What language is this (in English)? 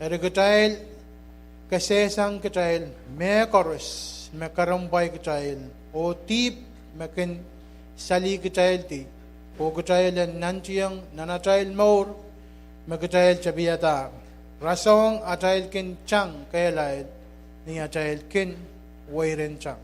Pohnpeian